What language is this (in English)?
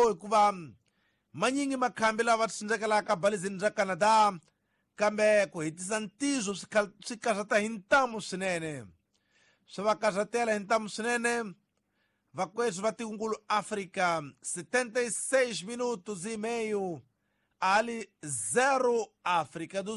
Tsonga